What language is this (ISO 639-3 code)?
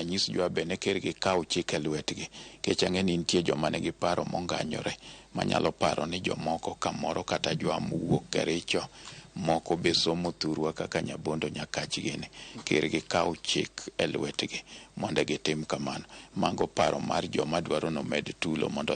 luo